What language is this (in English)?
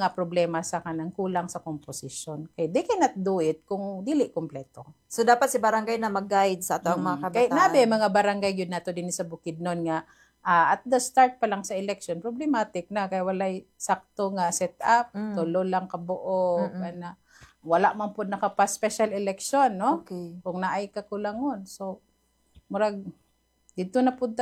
Cebuano